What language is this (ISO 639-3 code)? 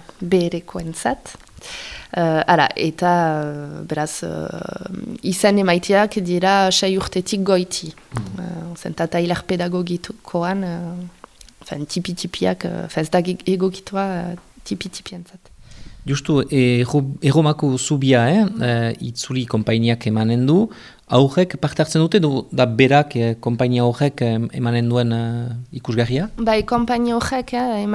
eus